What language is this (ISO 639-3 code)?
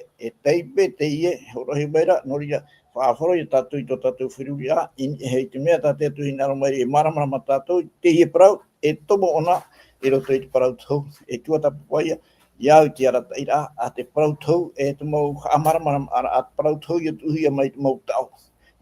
tah